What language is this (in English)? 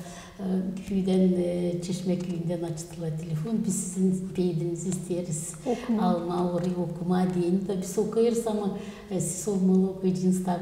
Gagauz